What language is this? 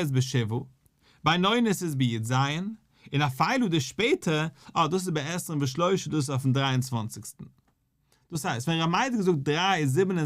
Yiddish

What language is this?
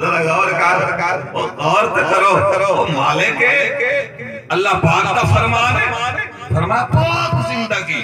Saraiki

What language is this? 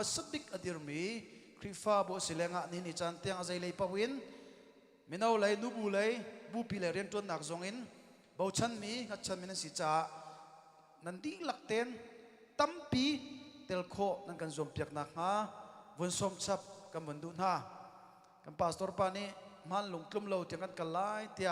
Hakha Chin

